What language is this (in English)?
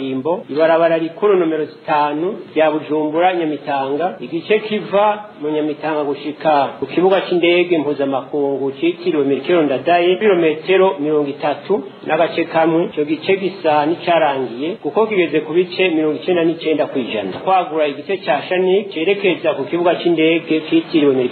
Rundi